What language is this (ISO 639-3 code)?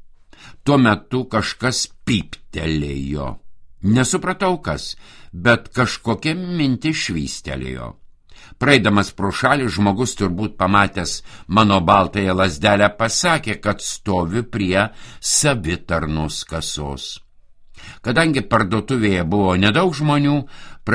lit